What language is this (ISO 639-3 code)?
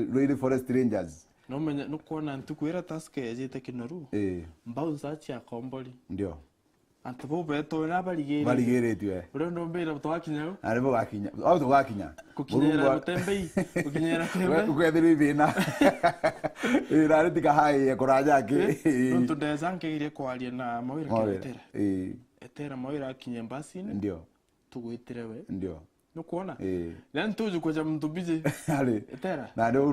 mer